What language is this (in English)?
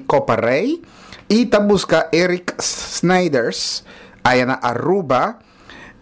Papiamento